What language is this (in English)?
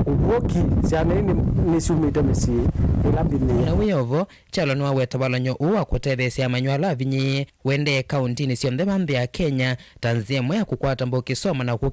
Kamba